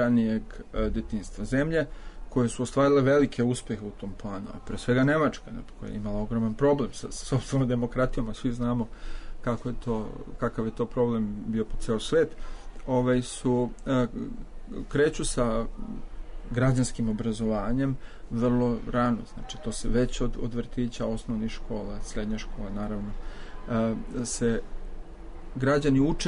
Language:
Serbian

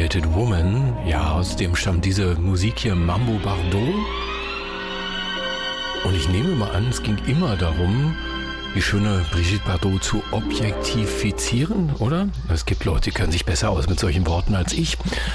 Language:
German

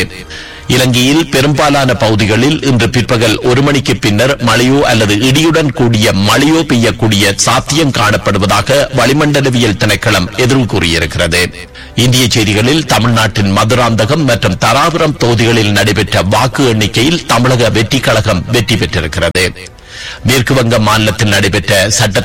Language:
Tamil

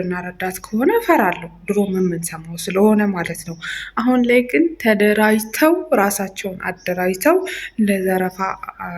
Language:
Amharic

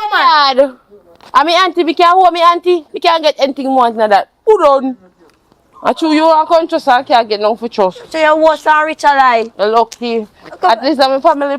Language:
Jamaican Creole English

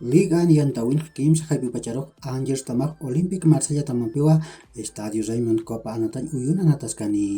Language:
Aymara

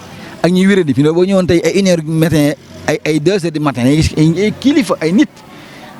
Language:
Wolof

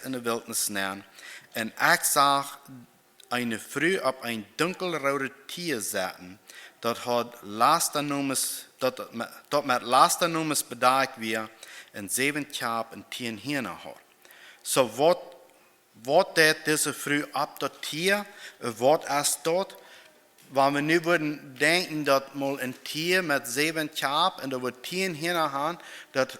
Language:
Plautdietsch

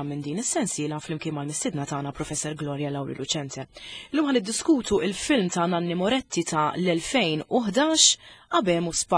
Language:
Maltese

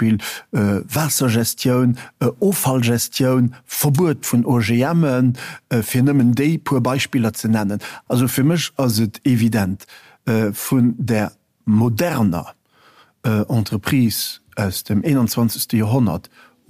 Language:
Luxembourgish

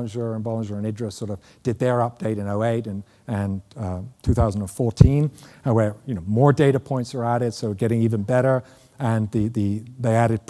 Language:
English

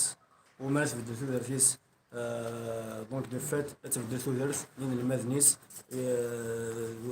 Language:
Kabyle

